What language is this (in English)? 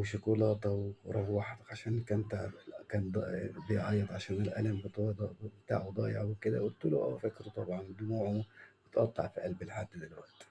Egyptian Arabic